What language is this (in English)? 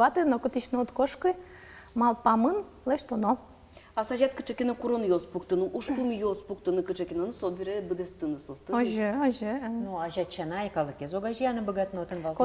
Udmurt